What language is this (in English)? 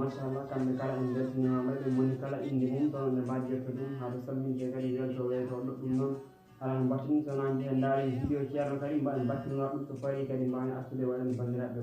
Fula